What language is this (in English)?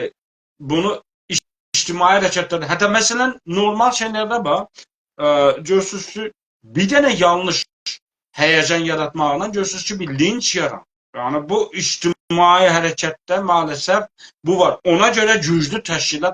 South Azerbaijani